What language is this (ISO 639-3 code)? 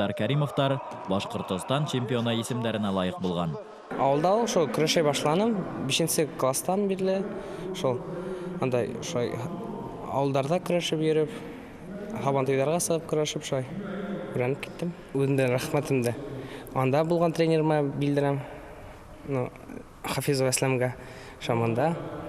bak